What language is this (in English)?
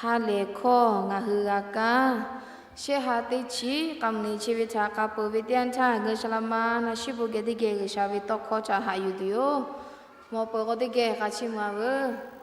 Lahu